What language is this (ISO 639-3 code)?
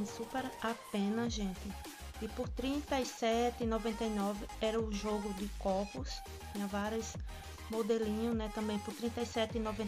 por